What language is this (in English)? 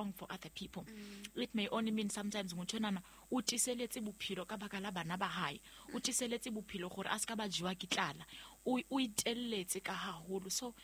Southern Sotho